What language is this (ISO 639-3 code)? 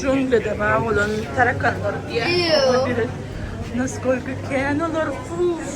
tuk